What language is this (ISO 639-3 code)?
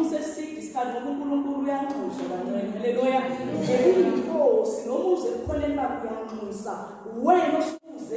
zul